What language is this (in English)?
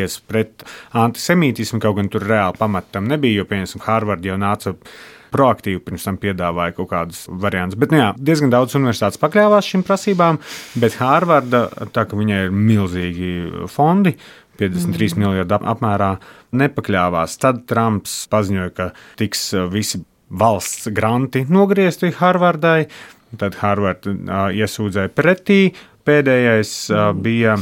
Latvian